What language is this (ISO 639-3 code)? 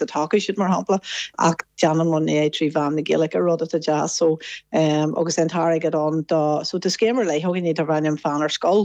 gle